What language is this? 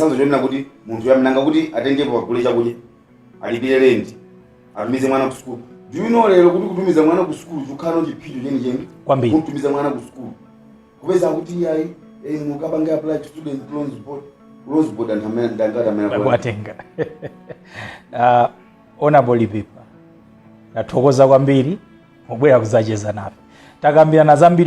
Nyanja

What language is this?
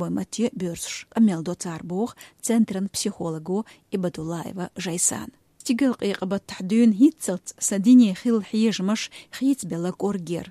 Chechen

